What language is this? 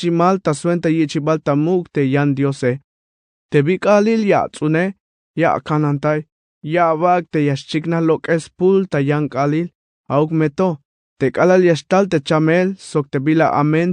Tzeltal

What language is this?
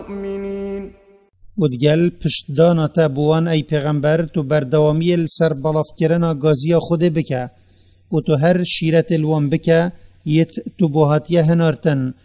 Kurdish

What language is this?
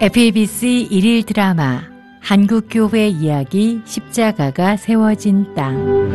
Korean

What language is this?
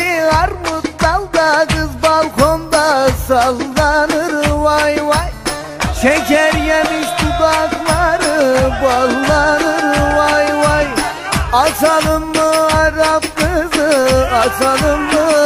Turkish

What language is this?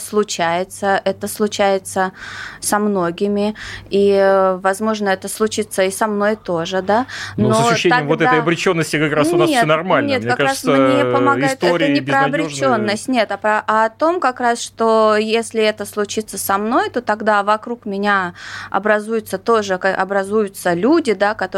Russian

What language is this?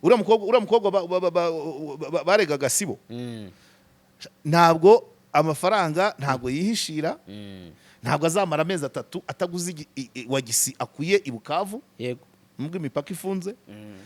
Kinyarwanda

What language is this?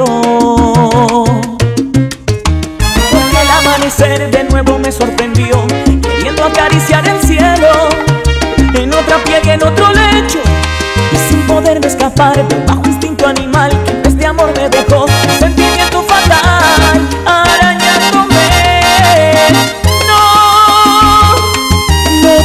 Spanish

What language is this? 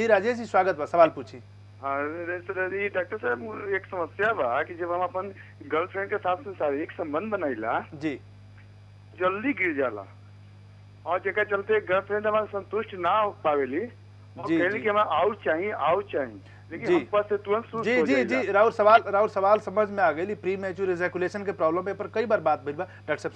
Bhojpuri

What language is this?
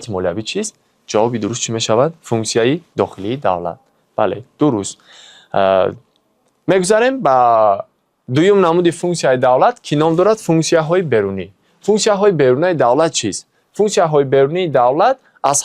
Tajik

